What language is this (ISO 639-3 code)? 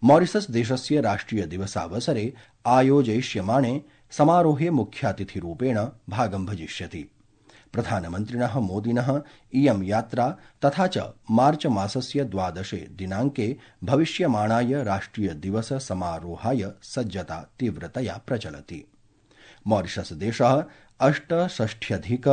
san